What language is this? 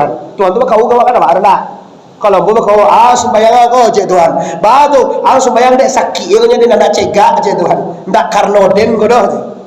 Minangkabau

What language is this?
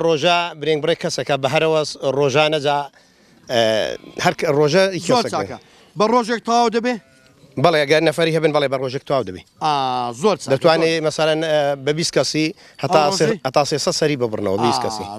Central Kurdish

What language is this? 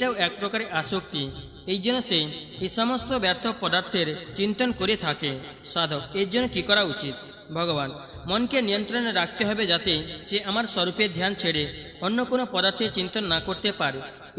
Bangla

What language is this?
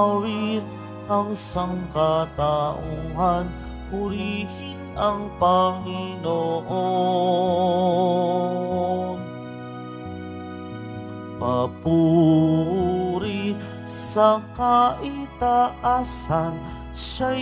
Filipino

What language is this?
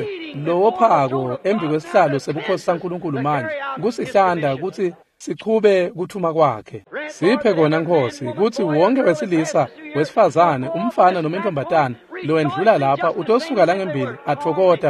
Swati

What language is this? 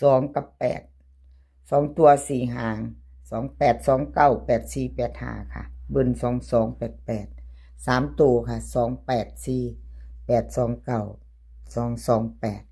Lao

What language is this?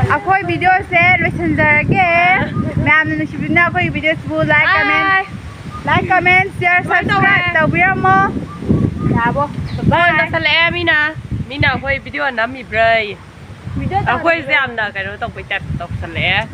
Manipuri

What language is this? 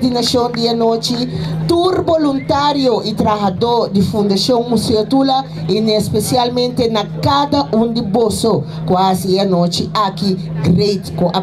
Papiamento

